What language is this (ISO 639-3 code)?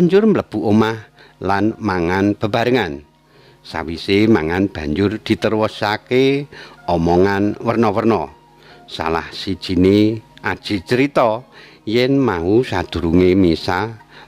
jav